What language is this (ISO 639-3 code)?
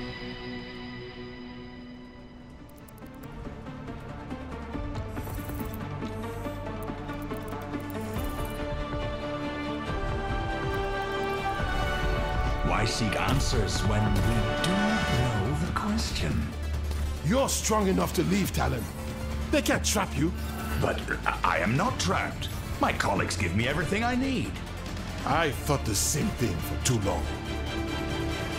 eng